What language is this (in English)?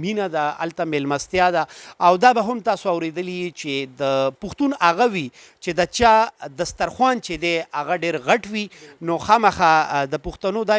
Pashto